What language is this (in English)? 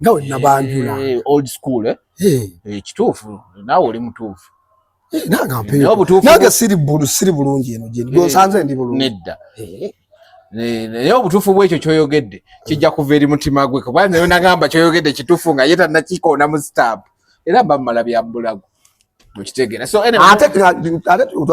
Ganda